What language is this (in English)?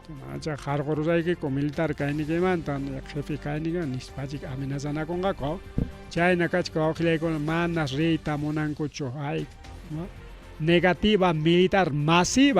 Ayacucho Quechua